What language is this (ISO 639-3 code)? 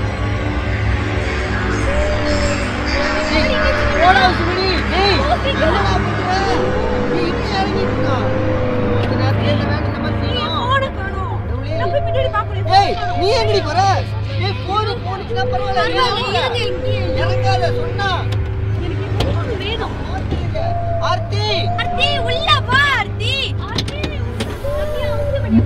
tam